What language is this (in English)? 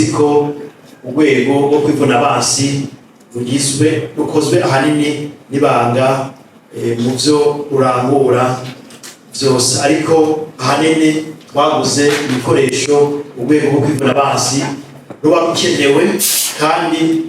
Rundi